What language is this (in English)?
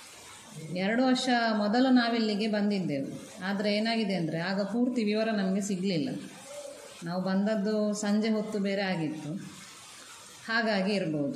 Kannada